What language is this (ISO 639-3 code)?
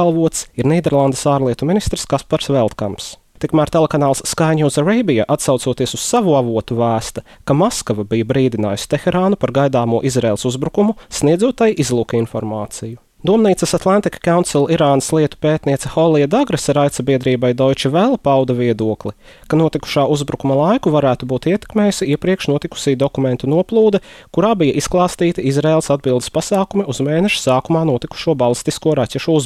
lav